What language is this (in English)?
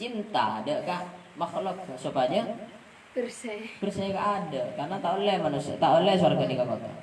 Madurese